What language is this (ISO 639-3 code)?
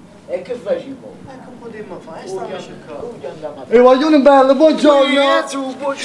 nap